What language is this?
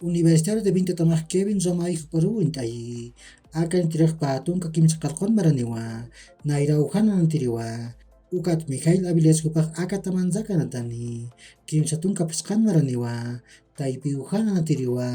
Aymara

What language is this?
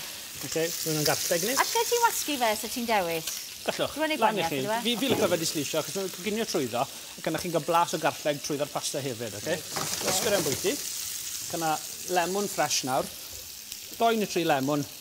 Welsh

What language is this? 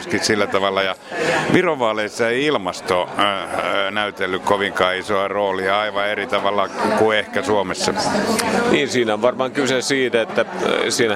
Finnish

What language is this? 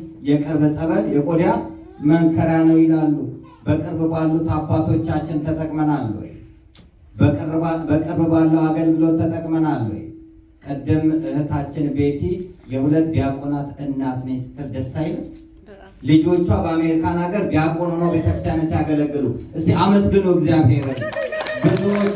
Amharic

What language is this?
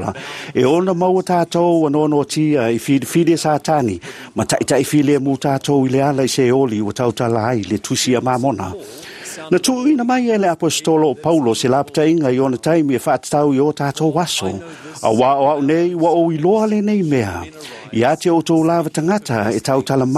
Samoan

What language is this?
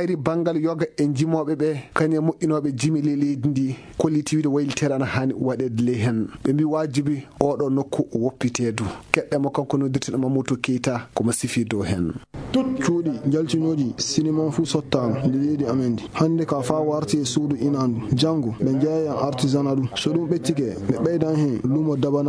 Fula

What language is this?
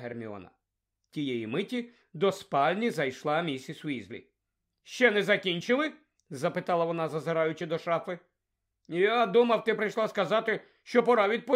Ukrainian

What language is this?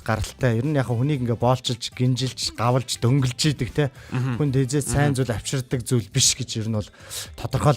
Mongolian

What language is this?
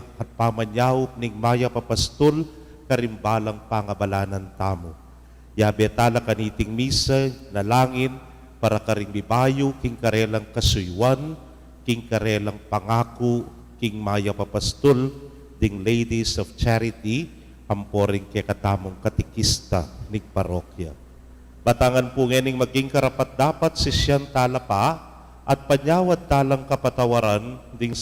Pampanga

